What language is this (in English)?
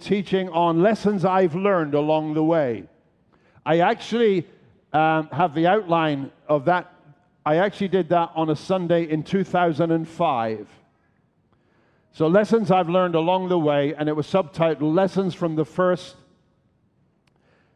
English